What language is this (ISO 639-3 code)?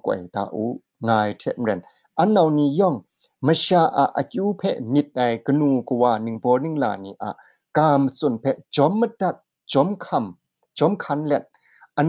kac